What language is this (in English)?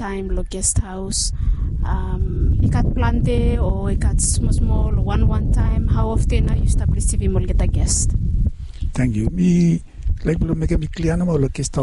Bislama